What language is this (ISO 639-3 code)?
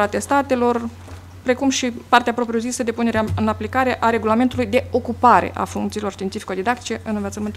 ron